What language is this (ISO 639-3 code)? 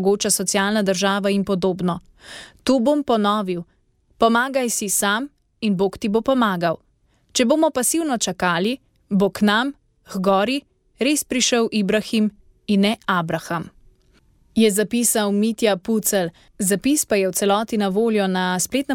slv